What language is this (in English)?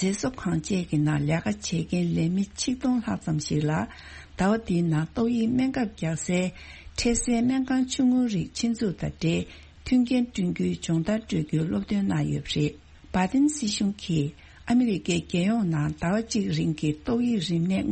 Tibetan